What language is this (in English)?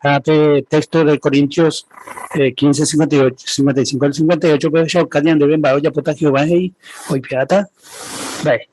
Guarani